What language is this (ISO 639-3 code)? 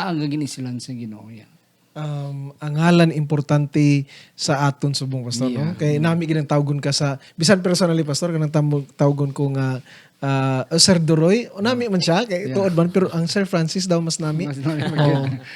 hil